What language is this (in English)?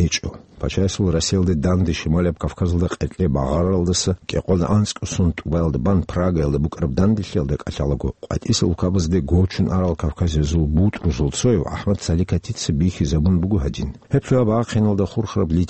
Avaric